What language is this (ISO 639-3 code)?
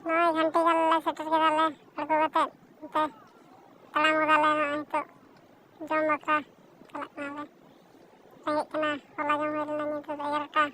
sat